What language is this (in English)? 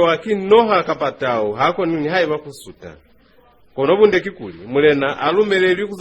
Lozi